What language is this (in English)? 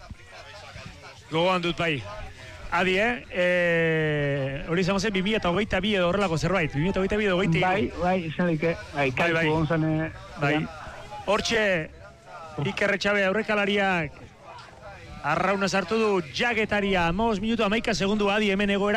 Basque